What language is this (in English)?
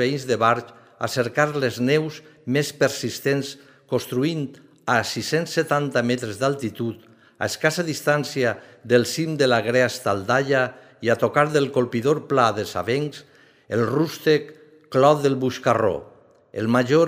Catalan